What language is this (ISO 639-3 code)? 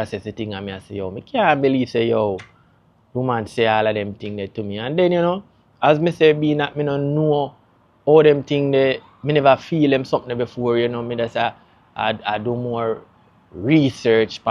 jam